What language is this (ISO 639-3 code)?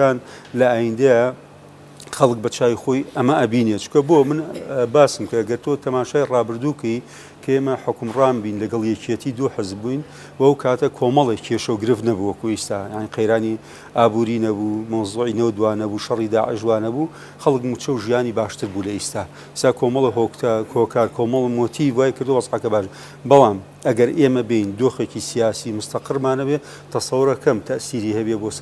ckb